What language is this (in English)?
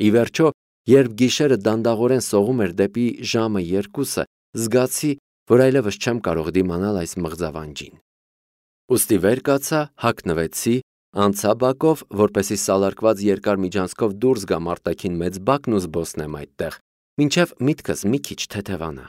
Armenian